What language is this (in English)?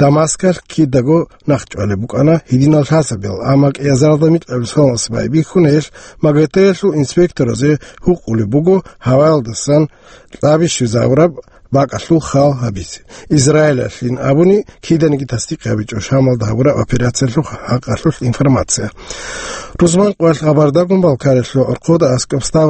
Avaric